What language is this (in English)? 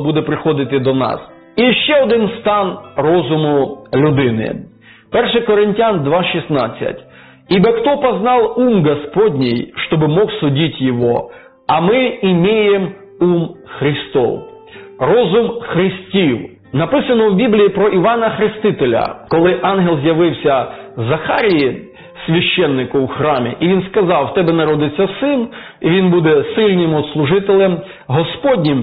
Ukrainian